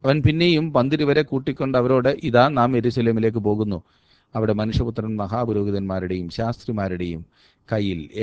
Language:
Malayalam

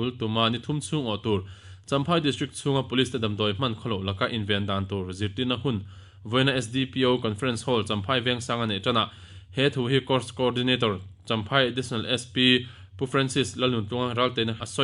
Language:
Mizo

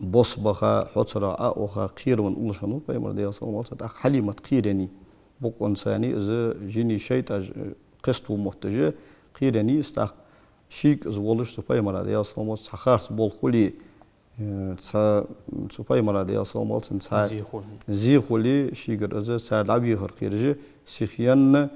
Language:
Ingush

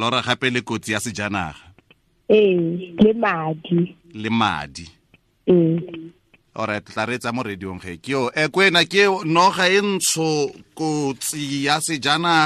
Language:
Tswana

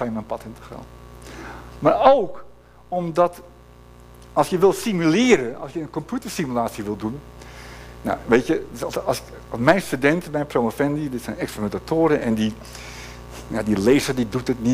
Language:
Dutch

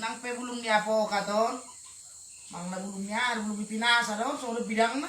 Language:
Batak Toba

